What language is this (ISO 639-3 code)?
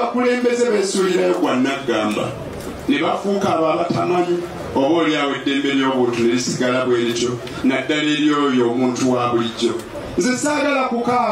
lug